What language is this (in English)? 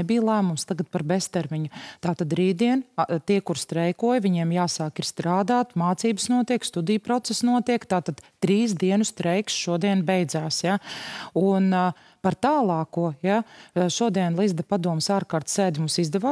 Latvian